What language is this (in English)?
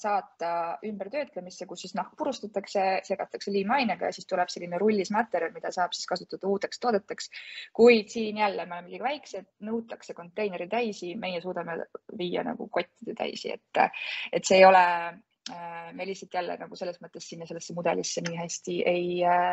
Estonian